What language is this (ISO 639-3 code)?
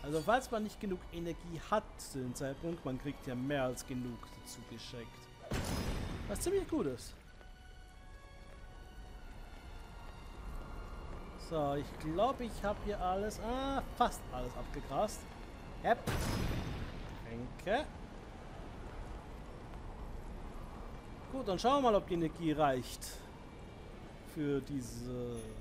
deu